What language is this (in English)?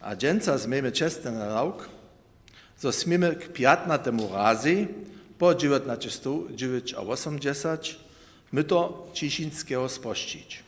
Upper Sorbian